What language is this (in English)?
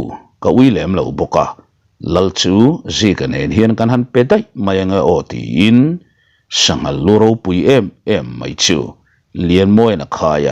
Mizo